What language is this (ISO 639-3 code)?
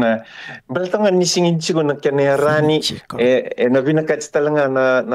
fij